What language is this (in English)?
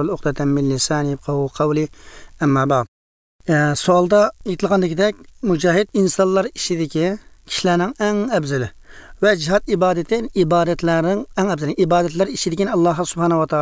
Uyghur